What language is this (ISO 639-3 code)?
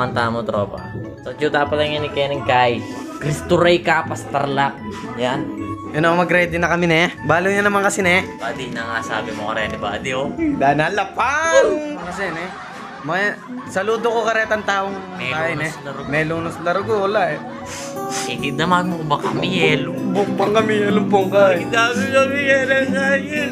pam